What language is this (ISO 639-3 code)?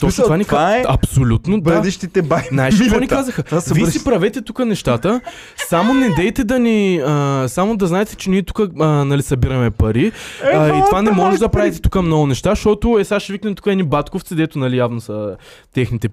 bul